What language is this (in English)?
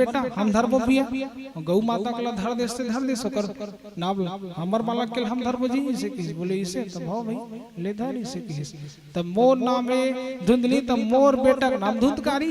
Chhattisgarhi